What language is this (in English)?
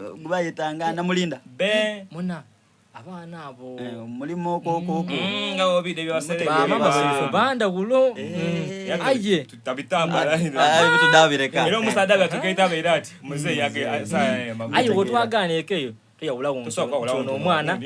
Soga